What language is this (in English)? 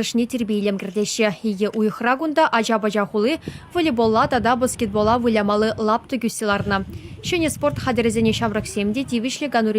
Chuvash